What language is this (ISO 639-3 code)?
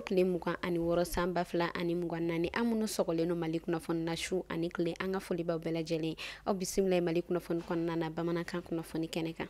bam